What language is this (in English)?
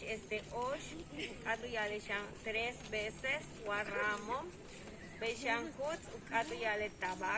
Yucateco